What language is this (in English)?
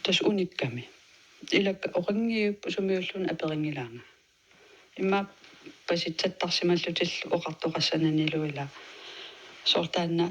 Kalaallisut